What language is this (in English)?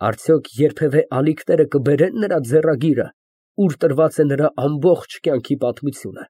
Armenian